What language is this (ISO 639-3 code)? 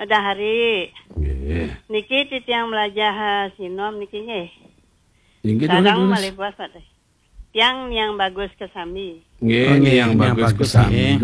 ban